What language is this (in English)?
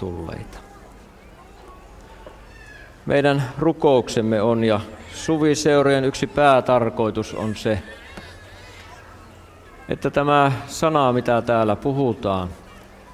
Finnish